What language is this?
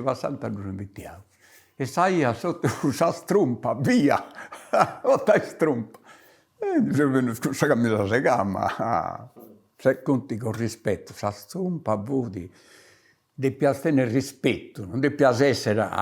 Sardinian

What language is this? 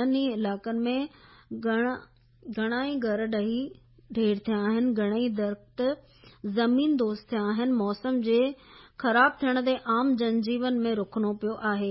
Sindhi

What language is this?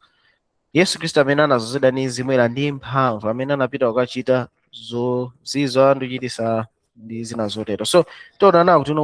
Nyanja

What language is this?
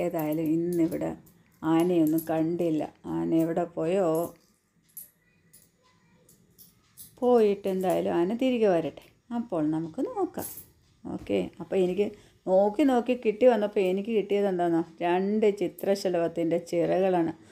Malayalam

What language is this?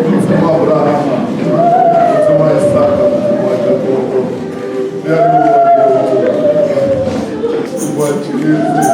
Venda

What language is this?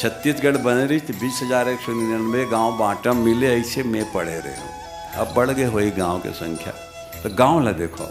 Chhattisgarhi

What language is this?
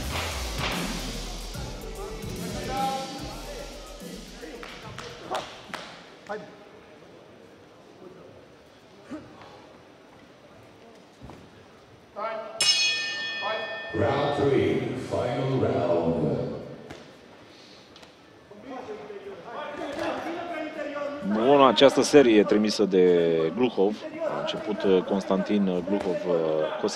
Romanian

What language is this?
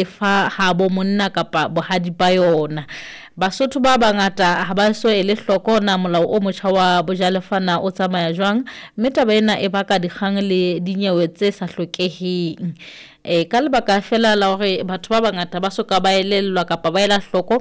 Southern Sotho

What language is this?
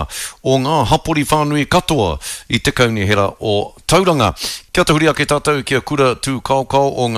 Māori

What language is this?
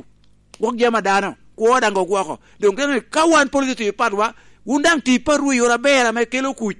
Lango (Uganda)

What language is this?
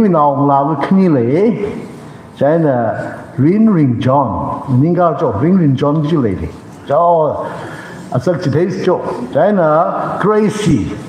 Tangkhul Naga (India)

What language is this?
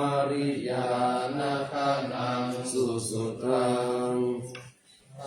Pali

